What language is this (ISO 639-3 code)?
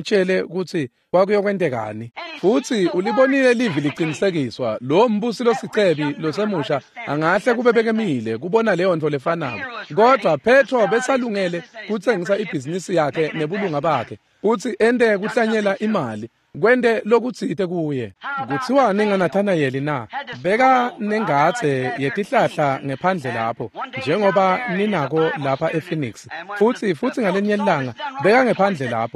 ssw